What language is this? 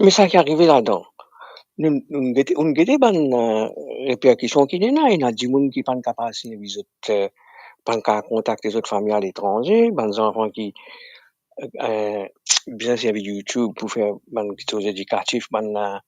Morisyen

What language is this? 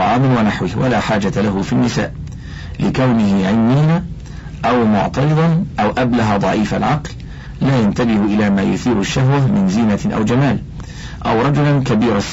Arabic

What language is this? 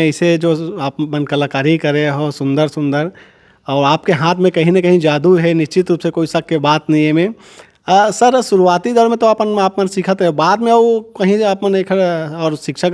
Chhattisgarhi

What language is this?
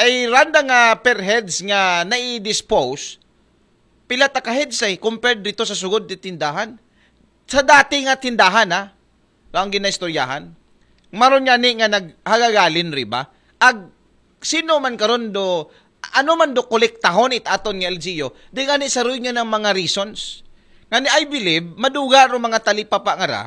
Aklanon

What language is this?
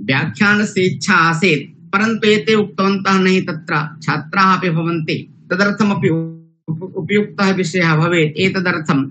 Sanskrit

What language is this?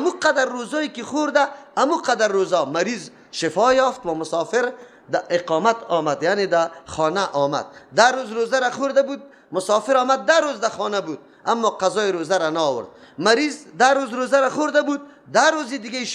Persian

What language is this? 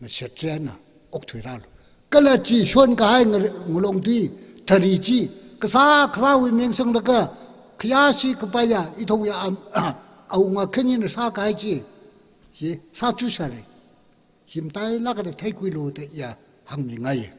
Tangkhul Naga (India)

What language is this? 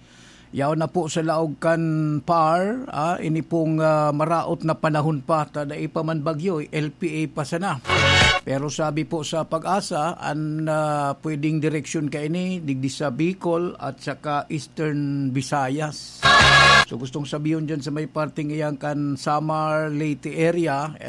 Bikol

